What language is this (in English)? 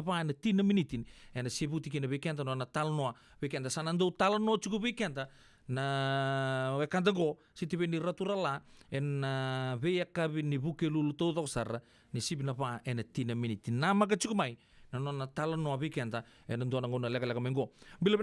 Fijian